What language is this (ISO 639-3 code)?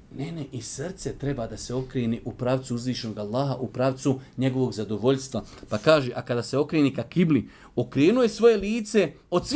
bos